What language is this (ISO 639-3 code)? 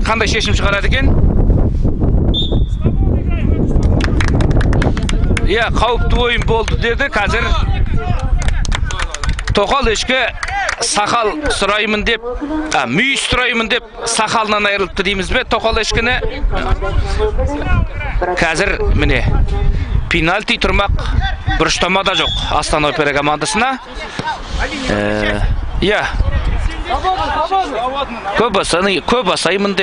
kaz